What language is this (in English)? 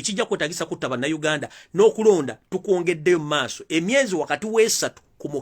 Ganda